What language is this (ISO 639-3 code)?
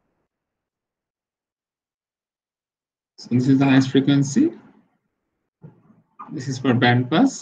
eng